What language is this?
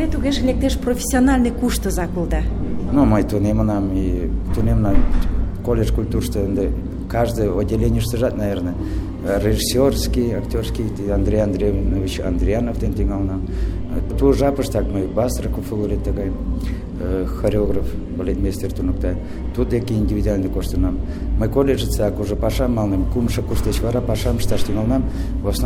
Mari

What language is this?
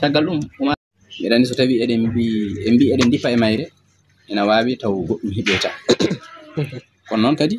Fula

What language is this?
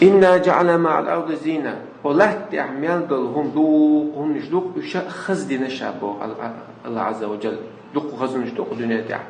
Chechen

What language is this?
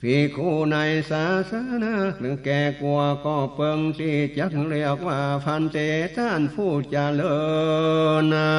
Northern Thai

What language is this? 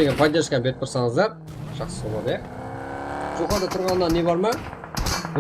Kara-Kalpak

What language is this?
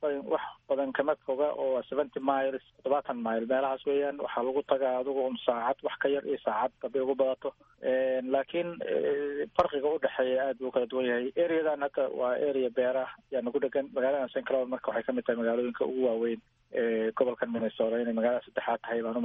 Somali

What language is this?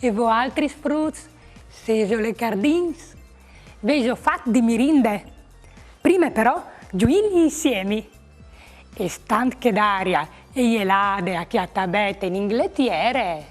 Friulian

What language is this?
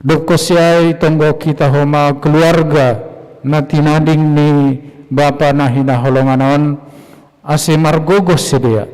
Batak Simalungun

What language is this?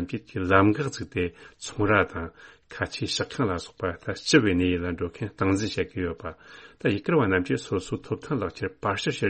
Tibetan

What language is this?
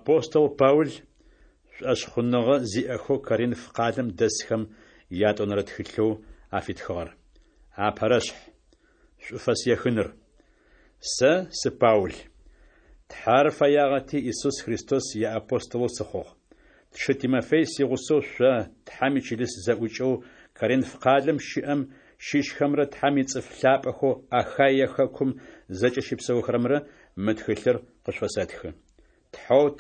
Adyghe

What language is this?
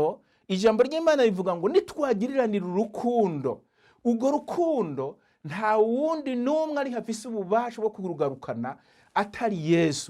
Rundi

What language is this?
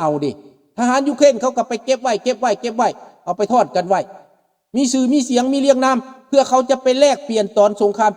Lao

